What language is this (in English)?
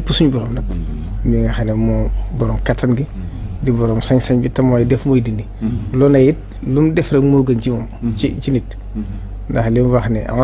Wolof